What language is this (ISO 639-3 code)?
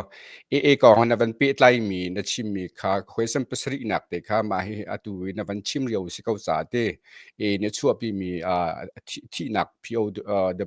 cnh